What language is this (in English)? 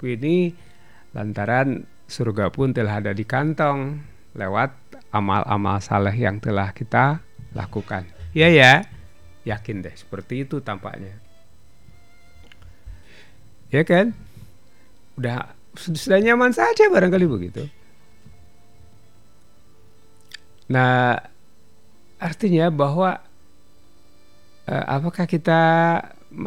Indonesian